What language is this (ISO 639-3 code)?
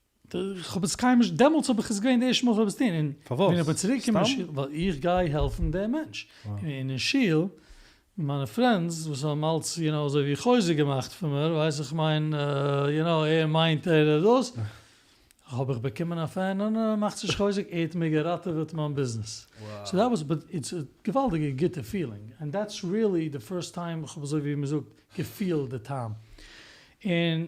yid